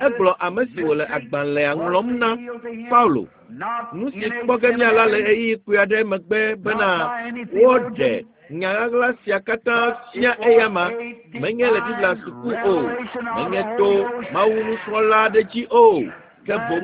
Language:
Ewe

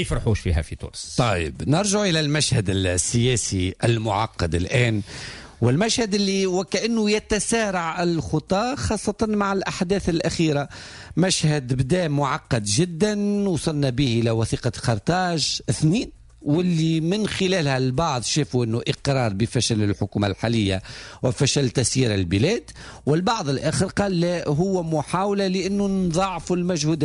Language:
Tunisian Arabic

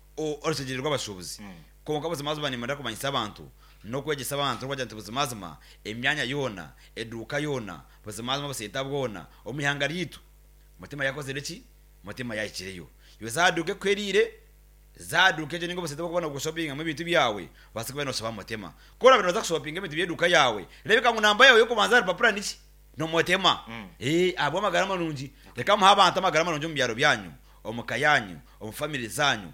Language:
Nyankole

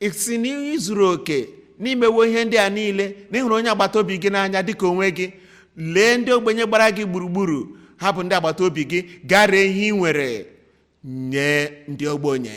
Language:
Igbo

